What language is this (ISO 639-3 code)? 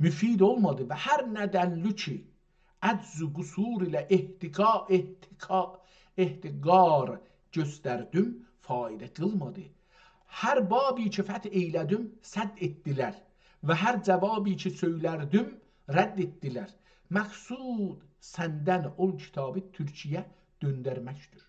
azb